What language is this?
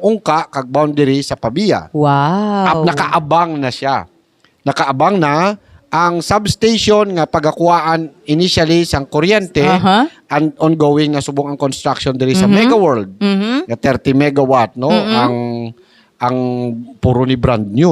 Hiligaynon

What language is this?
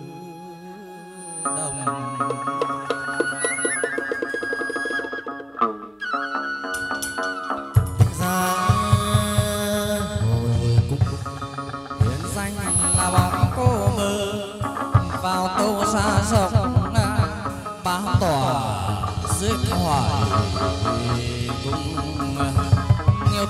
Vietnamese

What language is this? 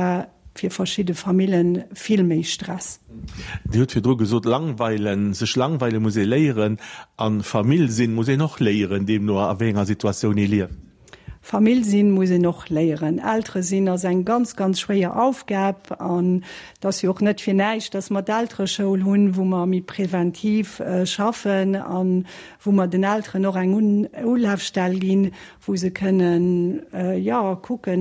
Luxembourgish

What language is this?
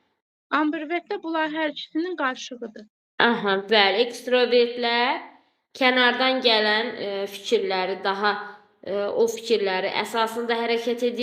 Azerbaijani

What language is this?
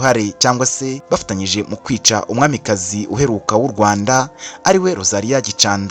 Kinyarwanda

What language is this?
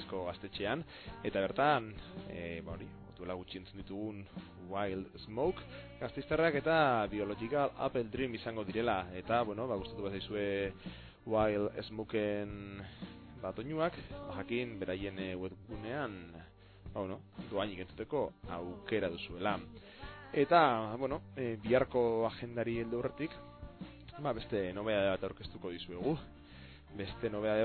Basque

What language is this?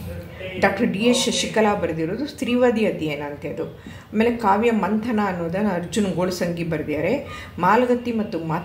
Kannada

